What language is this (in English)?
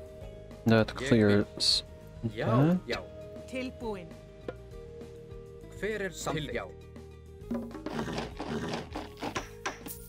Icelandic